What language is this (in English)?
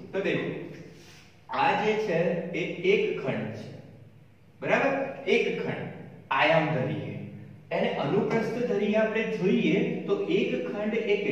Gujarati